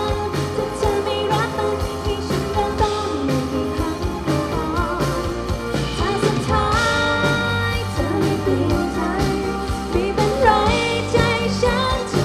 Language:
Thai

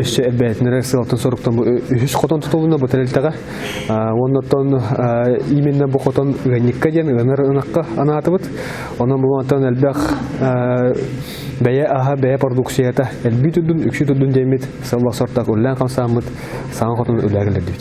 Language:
Yakut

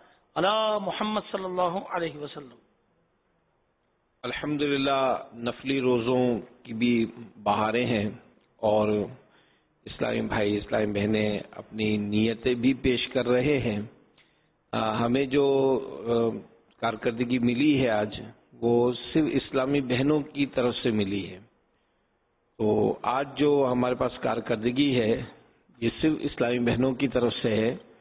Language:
Urdu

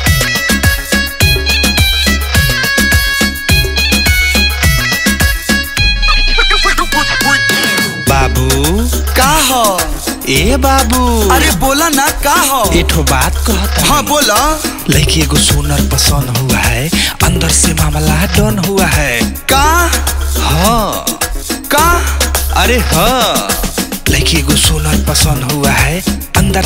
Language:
Bhojpuri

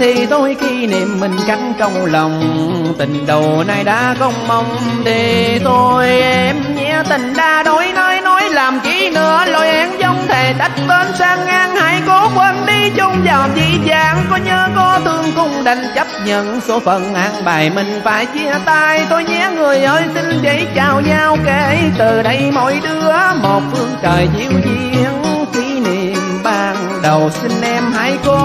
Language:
Vietnamese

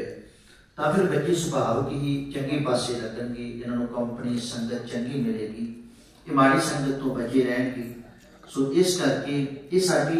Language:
Punjabi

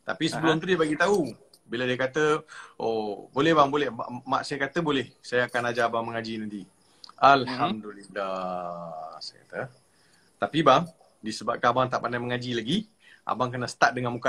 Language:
Malay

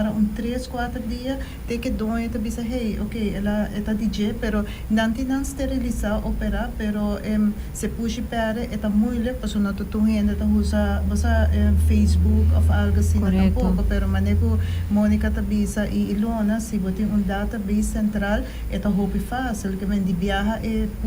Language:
Papiamento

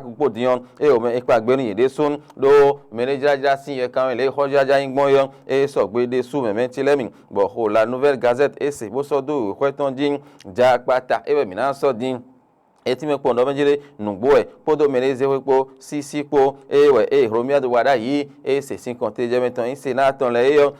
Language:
Fon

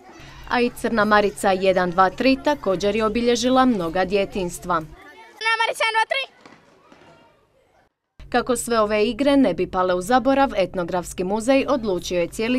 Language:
Croatian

